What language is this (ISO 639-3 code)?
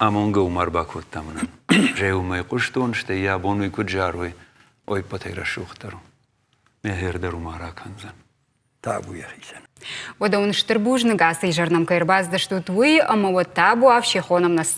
oss